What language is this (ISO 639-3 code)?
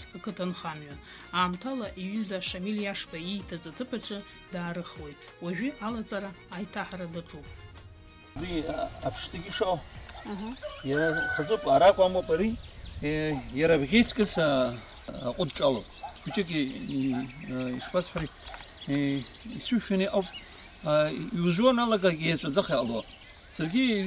abk